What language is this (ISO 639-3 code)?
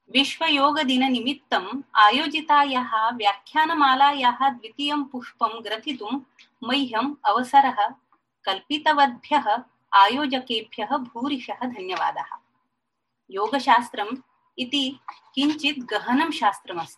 san